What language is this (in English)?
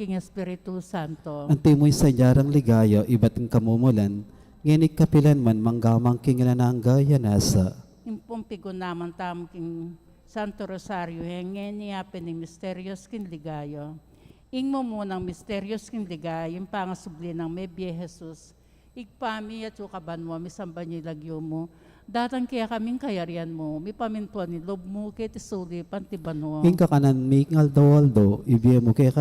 Pampanga